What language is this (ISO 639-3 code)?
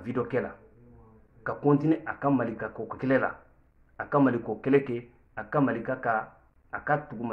bam